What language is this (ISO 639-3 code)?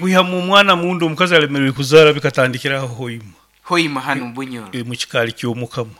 nyn